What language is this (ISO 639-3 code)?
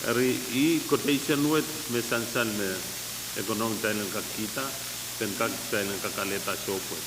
pon